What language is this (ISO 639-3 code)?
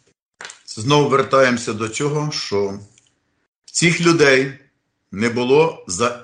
ukr